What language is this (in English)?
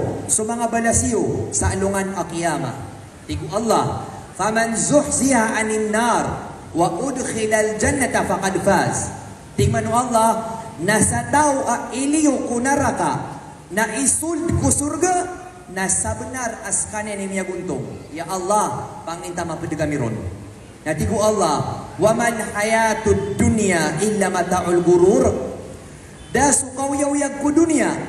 Maranao